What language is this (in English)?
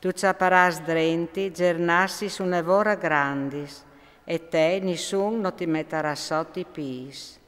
Friulian